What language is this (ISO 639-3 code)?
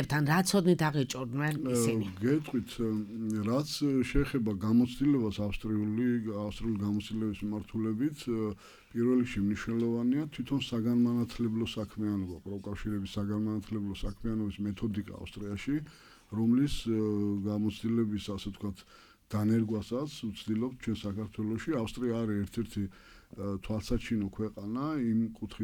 kat